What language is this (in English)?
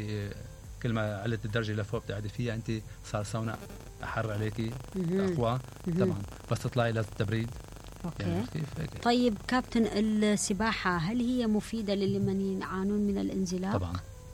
Mesopotamian Arabic